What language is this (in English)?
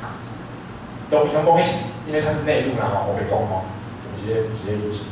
Min Nan Chinese